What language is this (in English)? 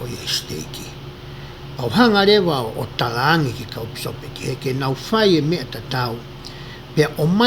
Tongan